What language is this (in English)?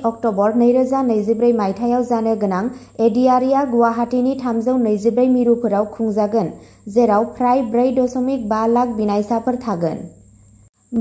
Bodo